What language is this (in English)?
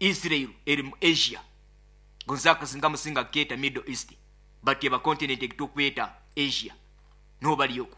Nyoro